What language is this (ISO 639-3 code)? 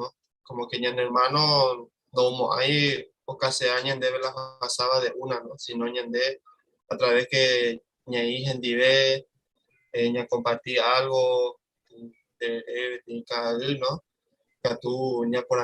grn